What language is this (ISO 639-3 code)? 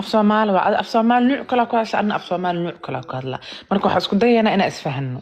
som